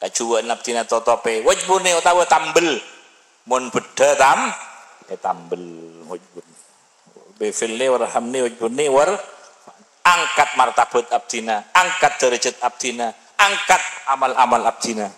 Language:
Madurese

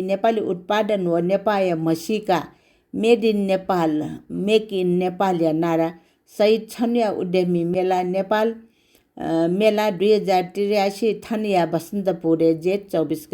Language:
Newari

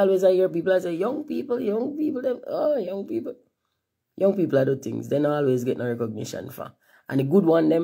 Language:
Jamaican Creole English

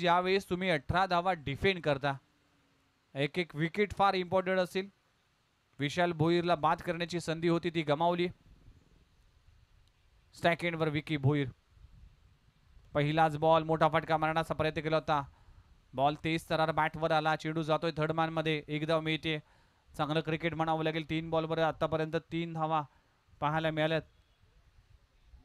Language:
Marathi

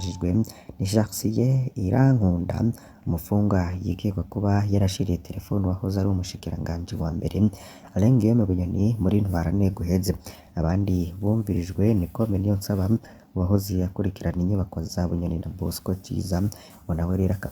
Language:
Rundi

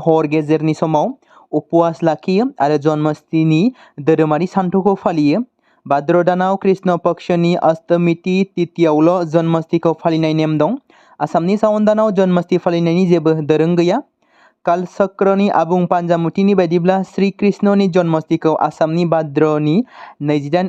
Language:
Bodo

